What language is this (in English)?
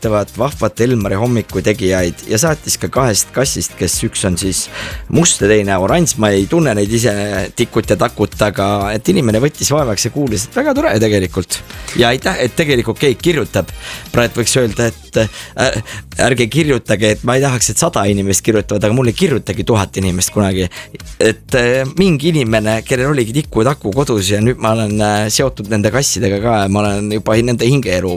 Estonian